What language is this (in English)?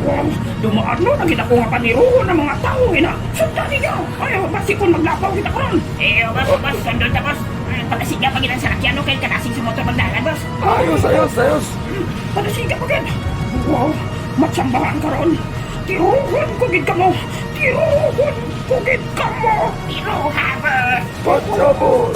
Hiligaynon